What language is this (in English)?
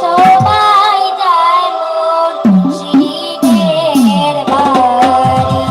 Sylheti